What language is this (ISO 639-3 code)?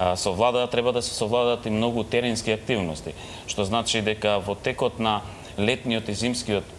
mkd